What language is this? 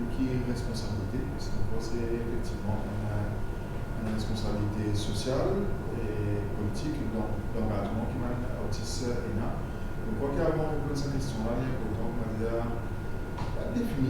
Morisyen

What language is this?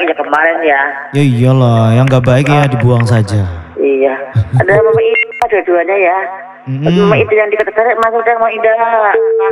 Indonesian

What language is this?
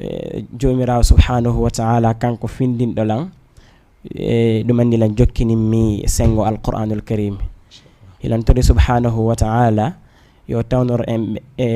Fula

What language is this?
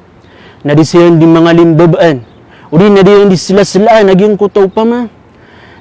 Maranao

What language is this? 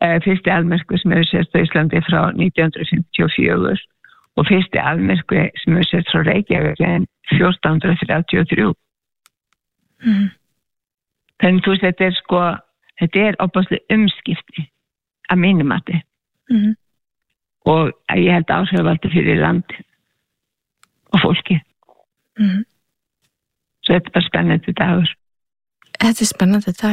Icelandic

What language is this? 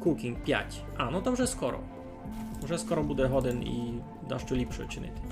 Rusyn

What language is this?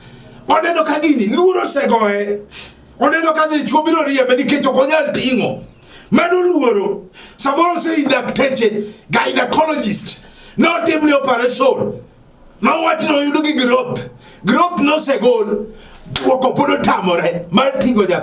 Luo (Kenya and Tanzania)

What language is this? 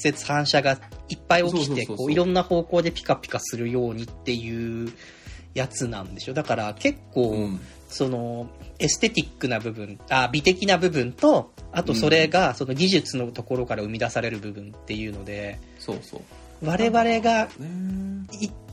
Japanese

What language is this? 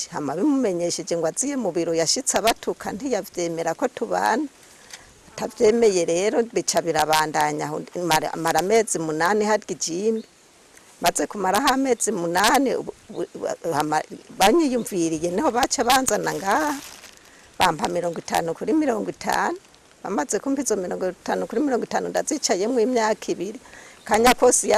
Rundi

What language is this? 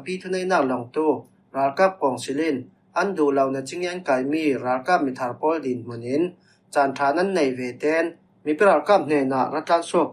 Falam Chin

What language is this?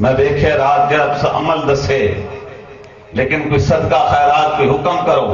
Saraiki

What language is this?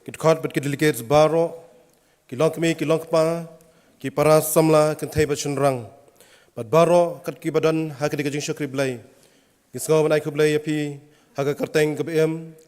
Khasi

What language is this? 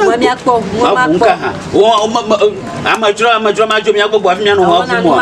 Ewe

